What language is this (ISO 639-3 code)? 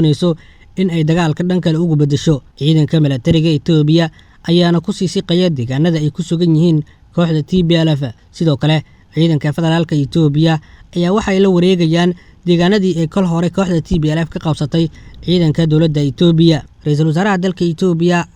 som